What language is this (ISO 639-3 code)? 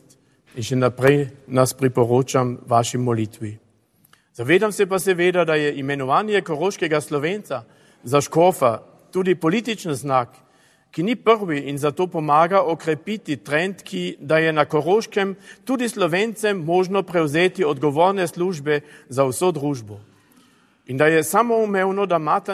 slv